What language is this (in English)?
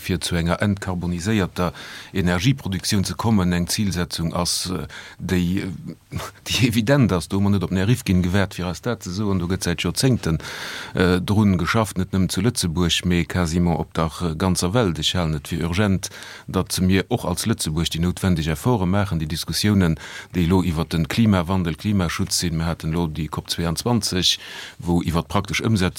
Luxembourgish